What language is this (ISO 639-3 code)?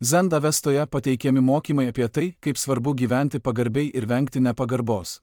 lit